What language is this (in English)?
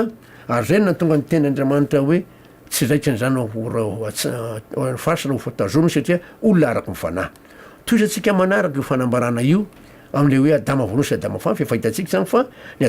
Malagasy